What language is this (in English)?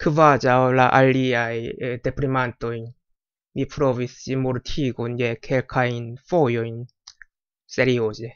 Esperanto